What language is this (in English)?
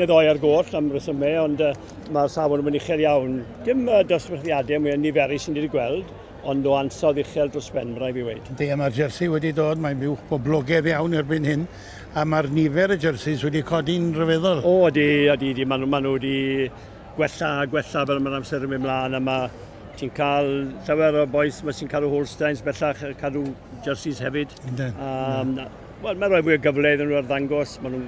Welsh